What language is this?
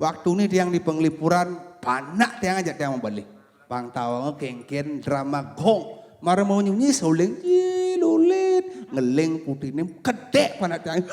Balinese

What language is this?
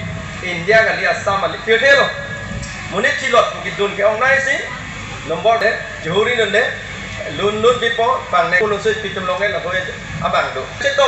Karbi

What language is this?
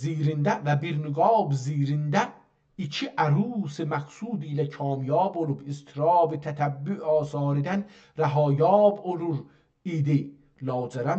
South Azerbaijani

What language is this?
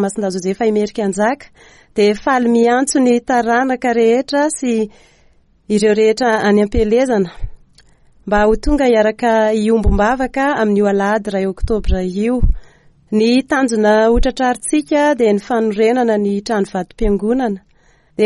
Malagasy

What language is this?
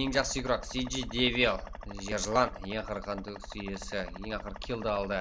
Kara-Kalpak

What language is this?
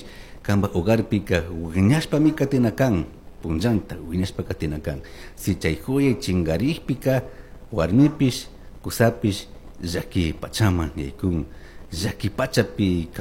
Chimborazo Highland Quichua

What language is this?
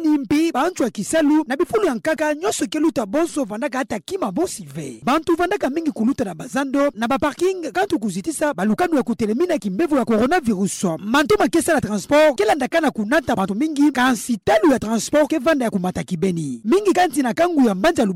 Kituba (Democratic Republic of Congo)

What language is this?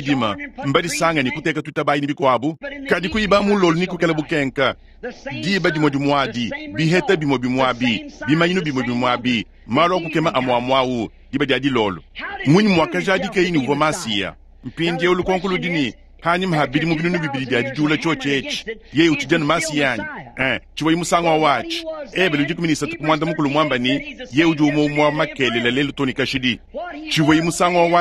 Luba-Lulua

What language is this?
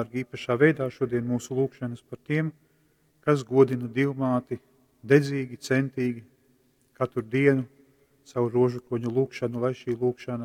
Latgalian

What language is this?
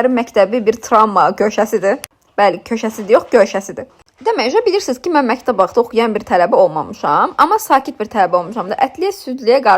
Azerbaijani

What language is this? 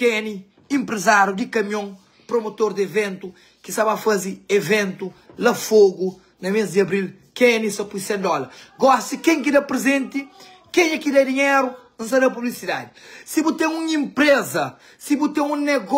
Kabuverdianu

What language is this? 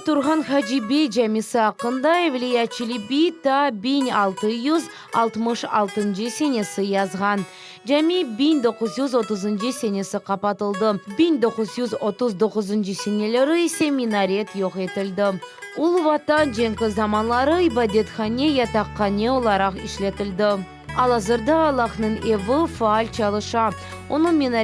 Crimean Tatar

